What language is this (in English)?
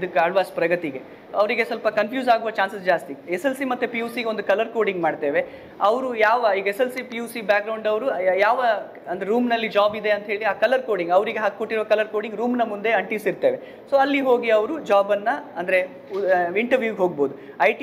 Kannada